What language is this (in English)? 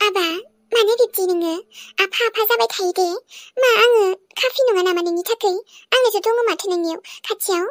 Bodo